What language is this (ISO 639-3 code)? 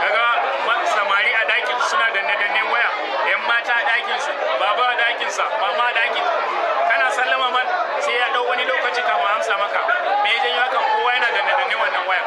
hau